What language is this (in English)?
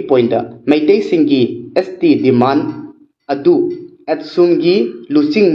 Manipuri